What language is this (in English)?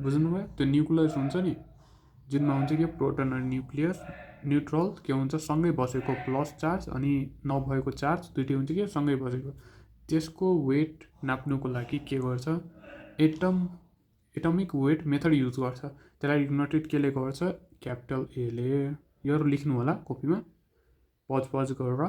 Nepali